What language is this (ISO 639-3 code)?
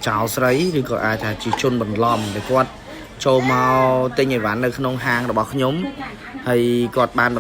khm